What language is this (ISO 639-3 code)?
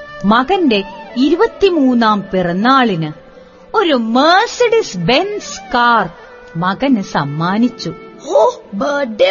mal